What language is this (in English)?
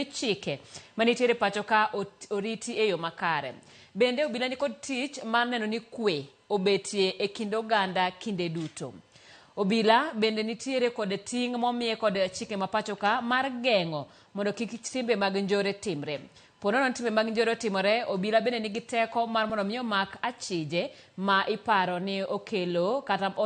Luo (Kenya and Tanzania)